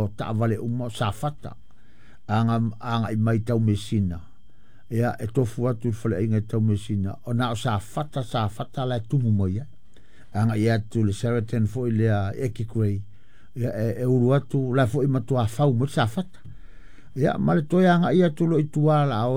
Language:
Samoan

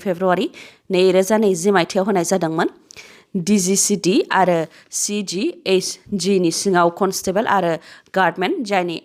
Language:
Bodo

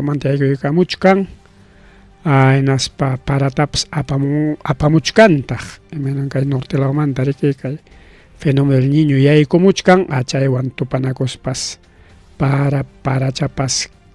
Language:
Ayacucho Quechua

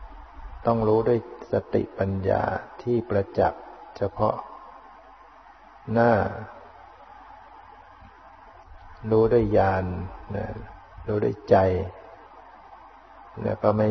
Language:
Thai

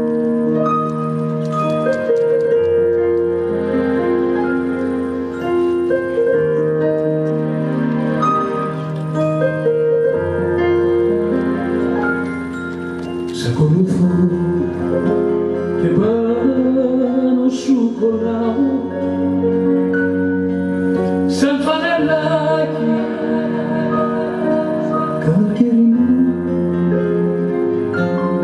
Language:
Greek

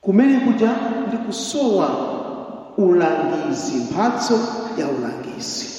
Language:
Nyanja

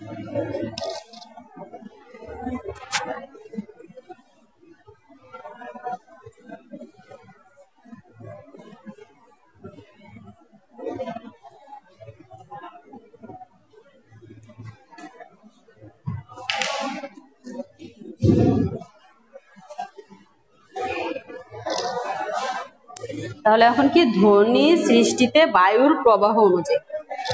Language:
Bangla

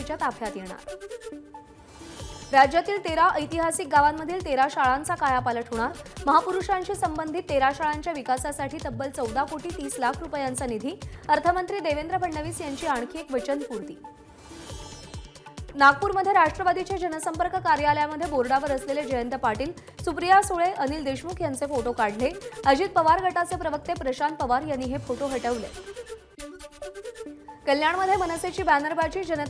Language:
Marathi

